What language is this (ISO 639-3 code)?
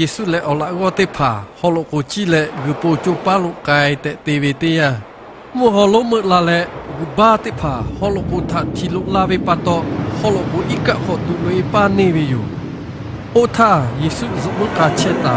lhu